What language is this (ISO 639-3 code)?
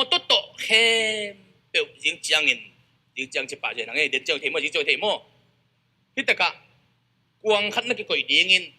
ctd